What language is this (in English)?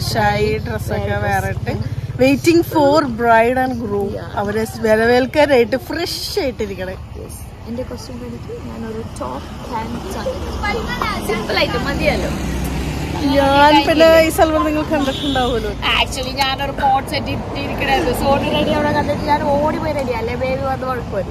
Malayalam